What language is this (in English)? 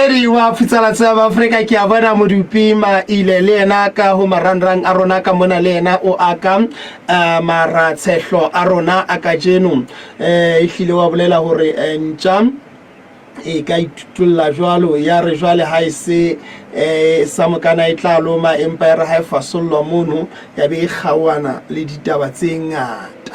Southern Sotho